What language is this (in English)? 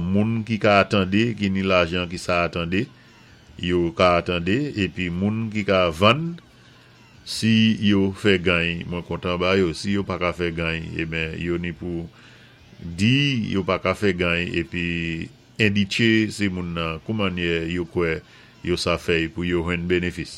Saint Lucian Creole French